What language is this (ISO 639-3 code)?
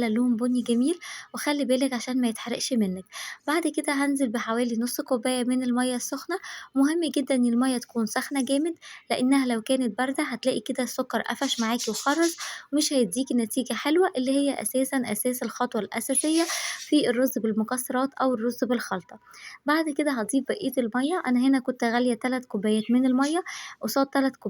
arz